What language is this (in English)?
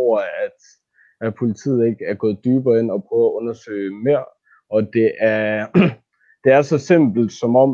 Danish